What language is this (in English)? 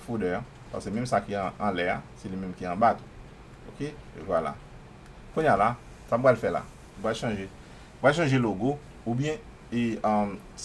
Haitian Creole